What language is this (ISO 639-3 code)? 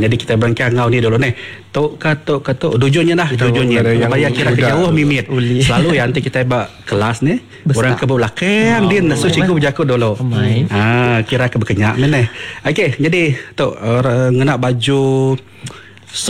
iba